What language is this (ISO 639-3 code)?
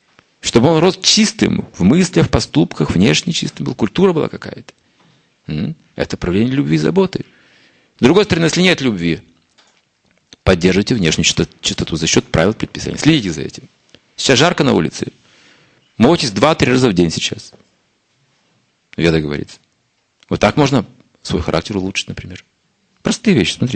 rus